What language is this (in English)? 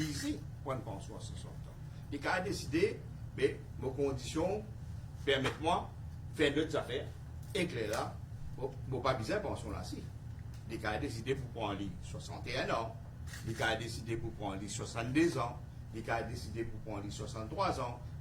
Morisyen